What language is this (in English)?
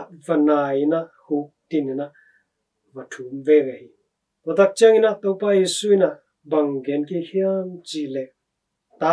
Tedim Chin